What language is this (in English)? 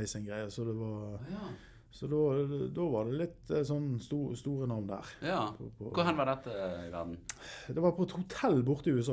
Norwegian